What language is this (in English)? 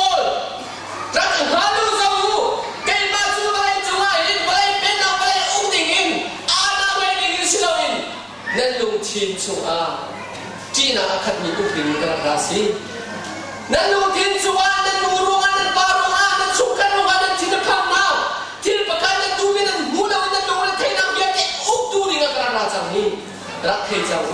Hakha Chin